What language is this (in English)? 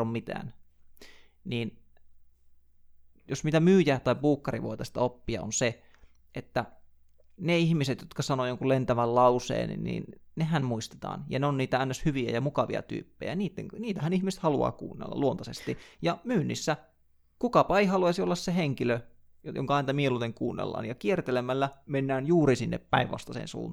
Finnish